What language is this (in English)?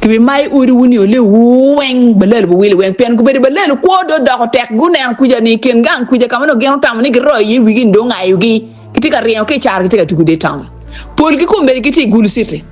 Acoli